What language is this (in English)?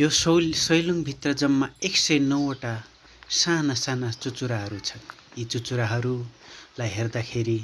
Nepali